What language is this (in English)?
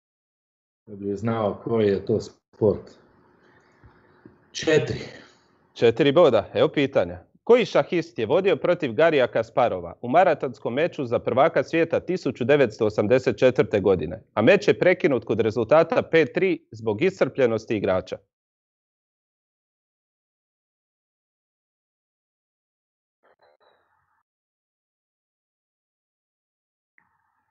Croatian